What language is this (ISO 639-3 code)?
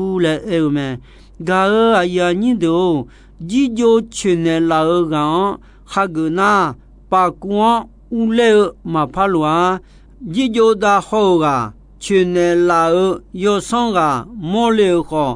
ahk